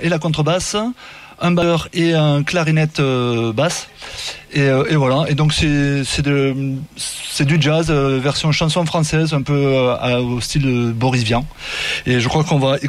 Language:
French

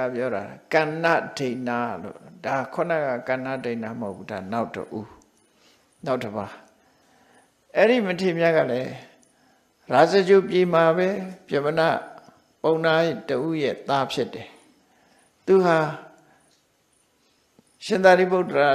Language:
Burmese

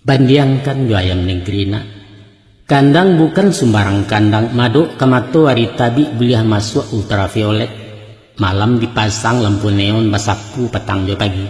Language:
Minangkabau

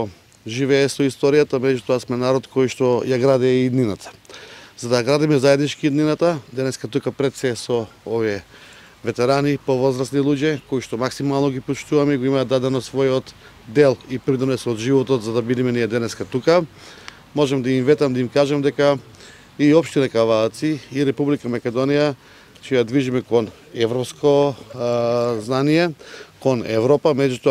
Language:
Macedonian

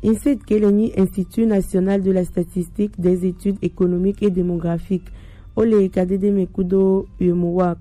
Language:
Gen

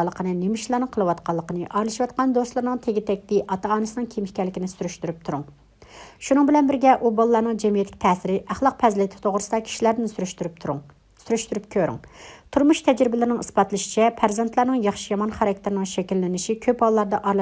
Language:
Uyghur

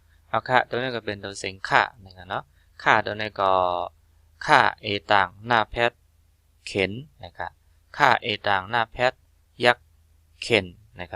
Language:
Shan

